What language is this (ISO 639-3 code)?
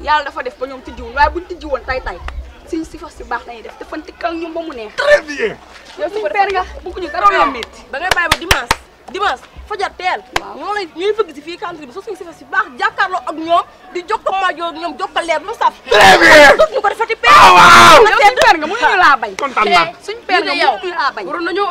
wol